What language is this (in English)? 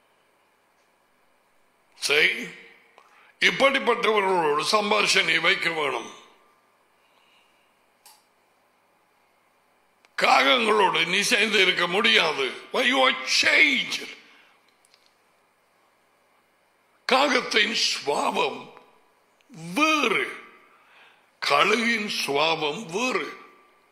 Tamil